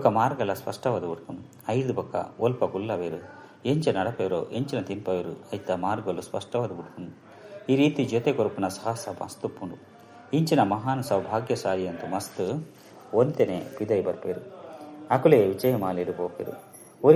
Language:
Tulu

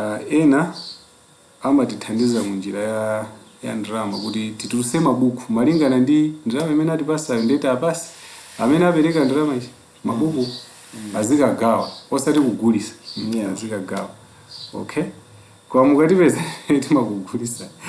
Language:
Nyanja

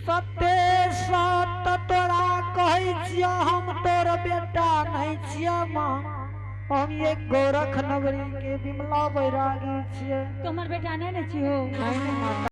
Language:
Angika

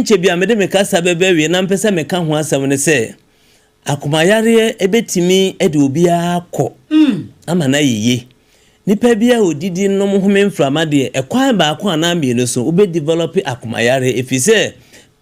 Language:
Akan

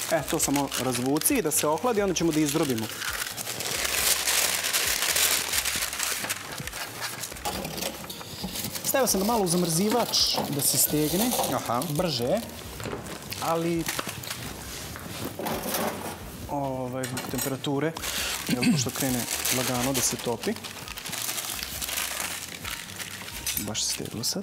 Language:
Serbian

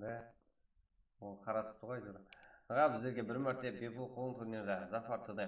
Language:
Kara-Kalpak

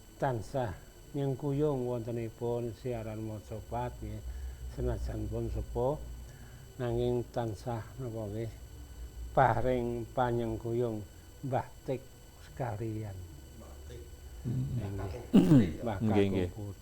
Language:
Javanese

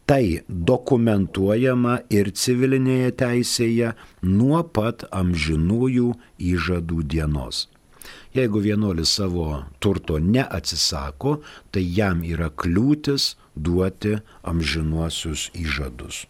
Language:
Lithuanian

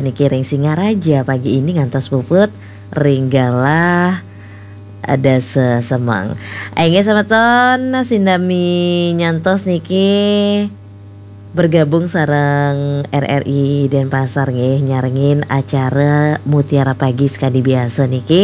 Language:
Balinese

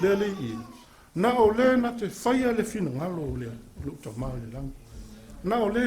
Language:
Samoan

